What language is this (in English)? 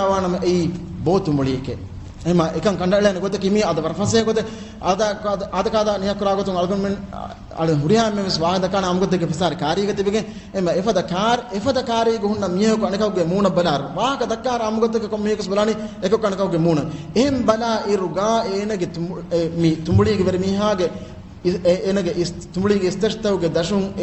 Divehi